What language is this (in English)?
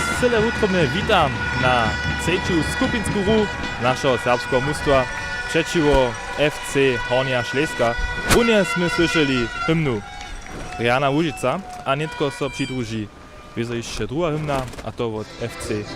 Upper Sorbian